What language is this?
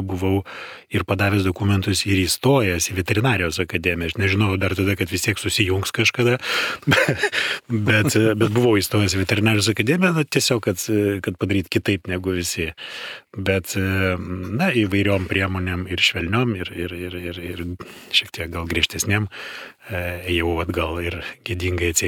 Lithuanian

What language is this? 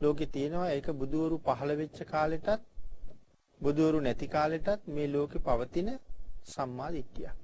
Sinhala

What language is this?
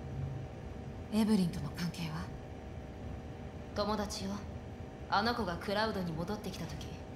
Japanese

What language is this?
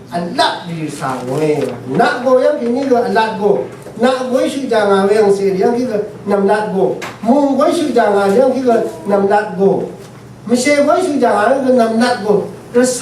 Rawang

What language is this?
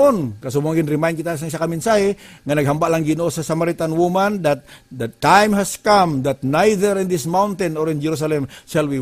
Hiligaynon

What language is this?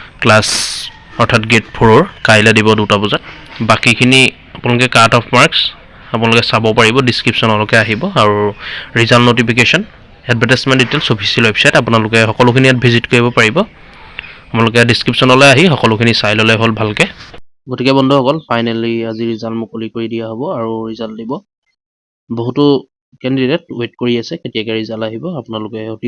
Assamese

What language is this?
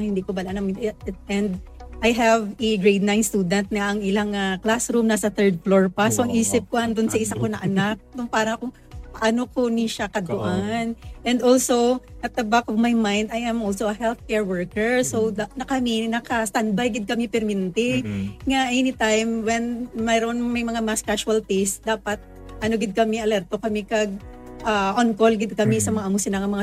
Hiligaynon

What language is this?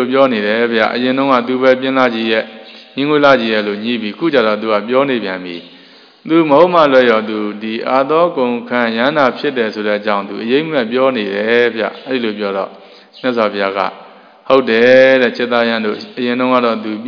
Burmese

